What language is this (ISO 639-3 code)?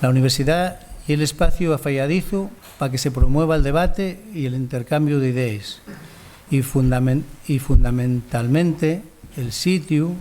ast